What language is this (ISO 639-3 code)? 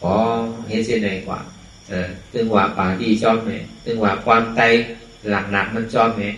shn